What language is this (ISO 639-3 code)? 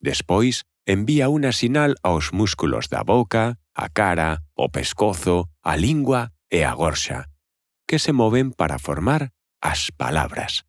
glg